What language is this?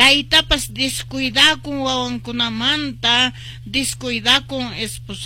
Quechua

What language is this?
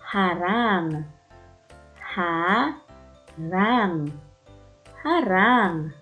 Waray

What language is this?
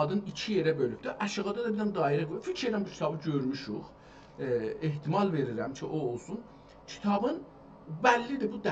South Azerbaijani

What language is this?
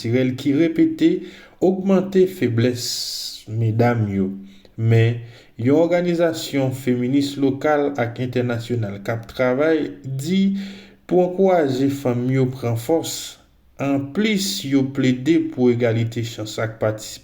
Haitian Creole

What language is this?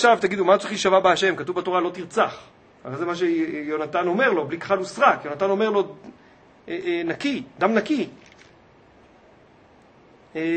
Hebrew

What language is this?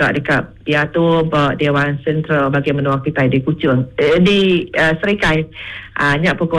Iban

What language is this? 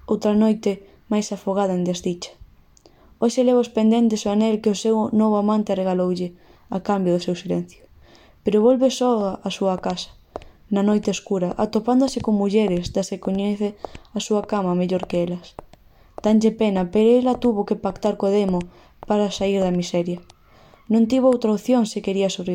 Galician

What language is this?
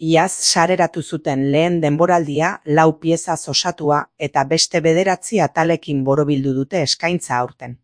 Basque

